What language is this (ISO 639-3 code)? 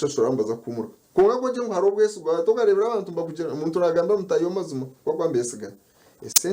nyn